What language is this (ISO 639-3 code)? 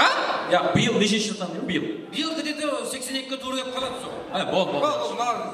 kaa